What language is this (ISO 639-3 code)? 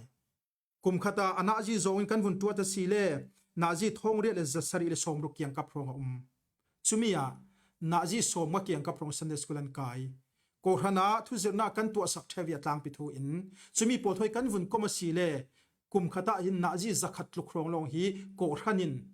cfm